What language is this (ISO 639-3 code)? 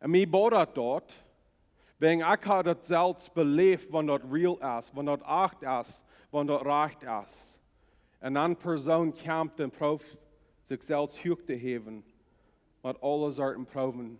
pdt